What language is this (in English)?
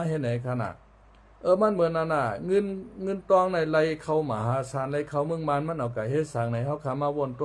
Shan